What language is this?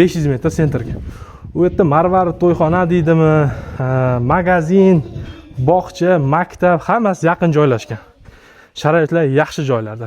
Uzbek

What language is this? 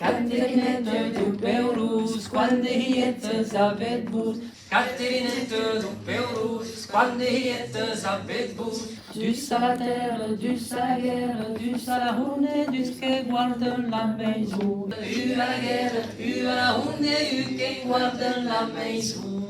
Occitan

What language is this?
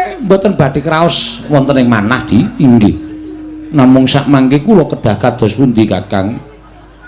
Javanese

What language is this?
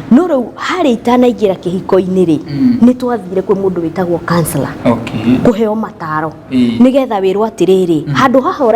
Kikuyu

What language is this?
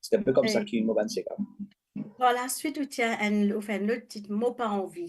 Morisyen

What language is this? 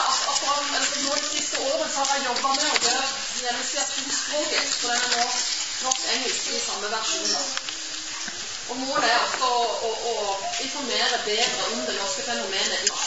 Norwegian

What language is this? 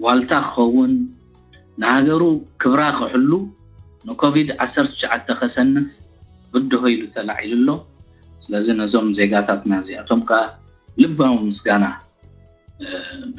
Tigrinya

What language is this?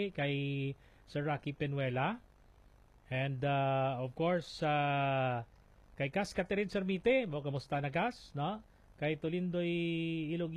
Hiligaynon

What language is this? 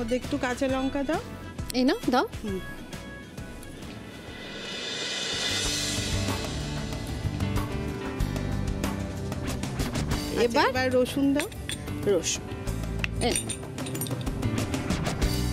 Bangla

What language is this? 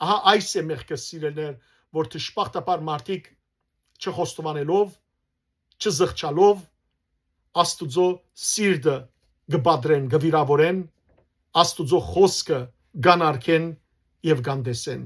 Western Armenian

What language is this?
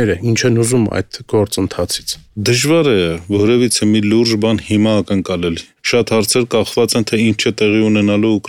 Armenian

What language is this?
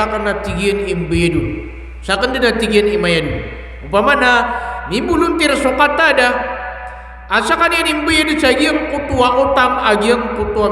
Maranao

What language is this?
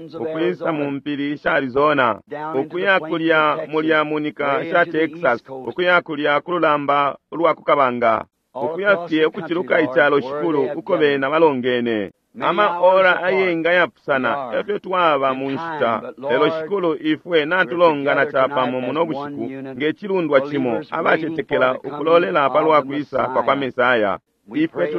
Bemba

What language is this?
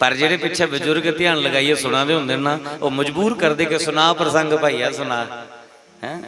Dogri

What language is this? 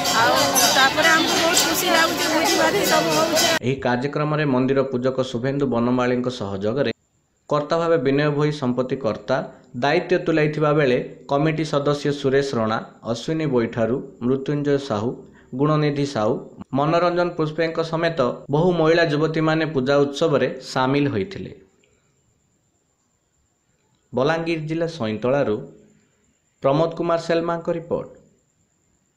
Odia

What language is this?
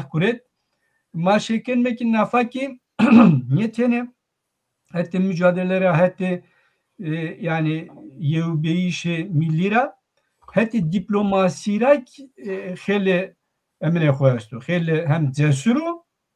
Zaza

